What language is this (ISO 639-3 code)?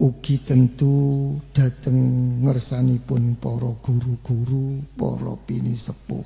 jav